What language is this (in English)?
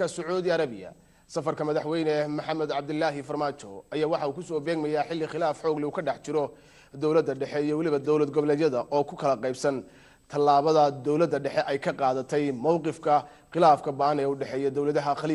Somali